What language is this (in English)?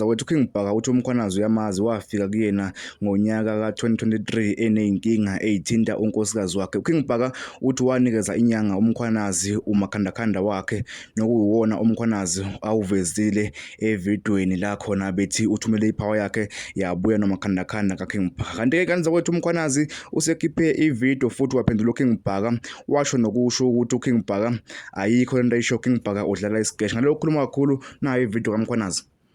Zulu